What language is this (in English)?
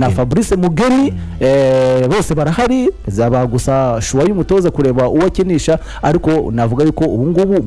Kinyarwanda